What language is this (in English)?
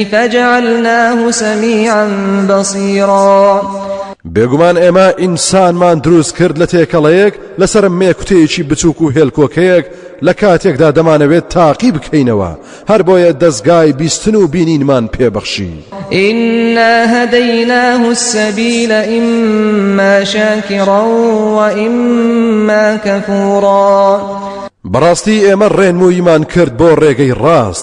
Central Kurdish